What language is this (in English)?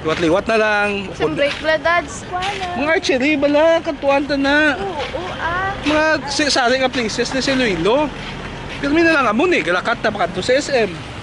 Hiligaynon